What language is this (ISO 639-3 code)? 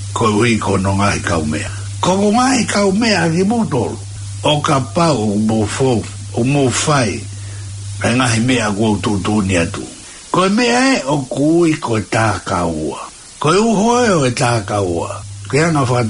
ton